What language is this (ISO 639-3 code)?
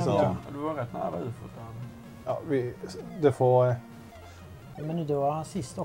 swe